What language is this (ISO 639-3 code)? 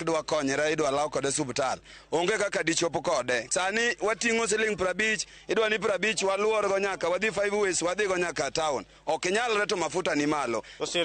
luo